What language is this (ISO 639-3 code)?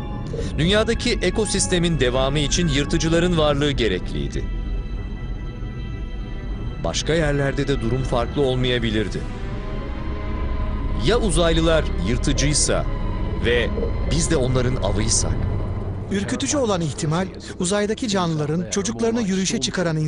tur